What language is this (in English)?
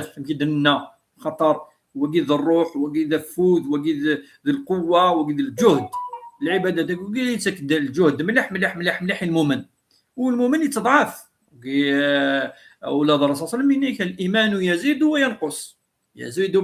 Kabyle